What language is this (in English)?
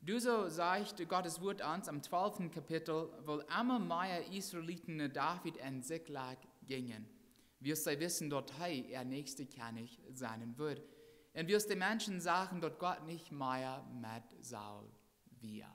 Plautdietsch